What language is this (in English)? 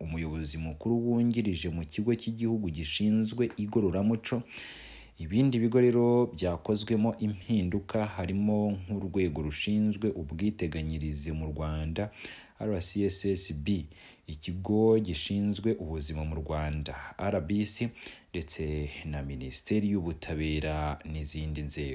Kinyarwanda